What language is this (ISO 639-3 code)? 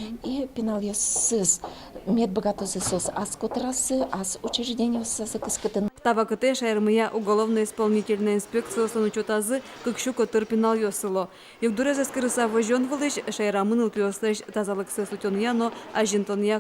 udm